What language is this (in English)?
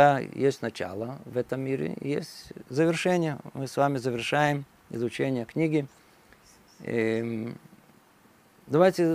Russian